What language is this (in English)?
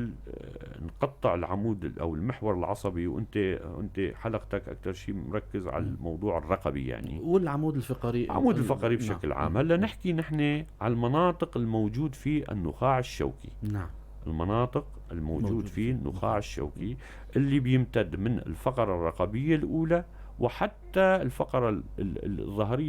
North Levantine Arabic